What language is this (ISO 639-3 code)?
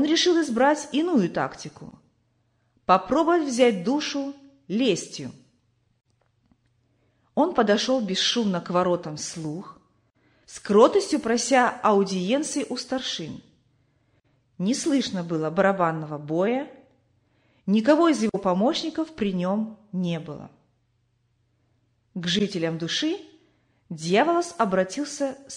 rus